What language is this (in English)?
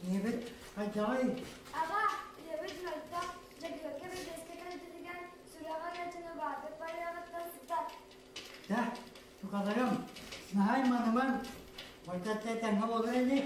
Yakut